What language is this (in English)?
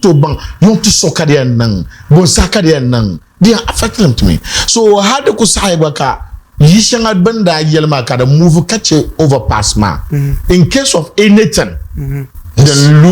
Dagbani